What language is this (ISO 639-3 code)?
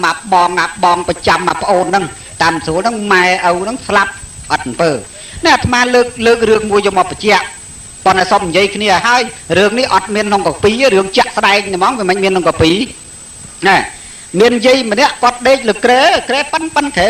khm